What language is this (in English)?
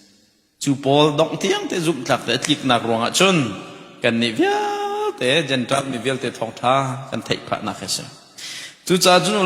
Hakha Chin